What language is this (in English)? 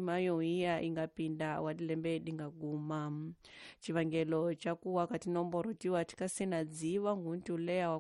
Tsonga